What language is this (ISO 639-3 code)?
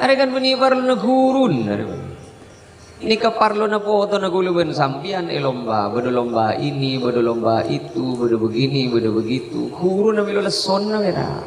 mad